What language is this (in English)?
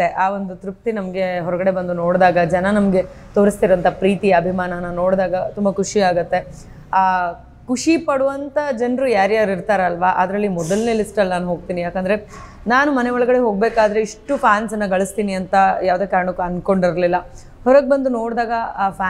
Kannada